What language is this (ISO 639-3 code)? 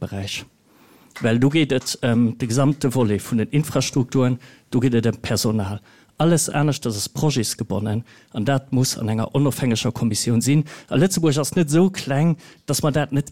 ltz